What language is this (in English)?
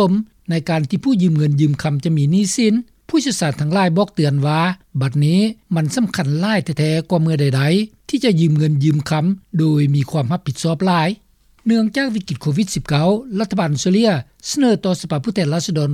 Lao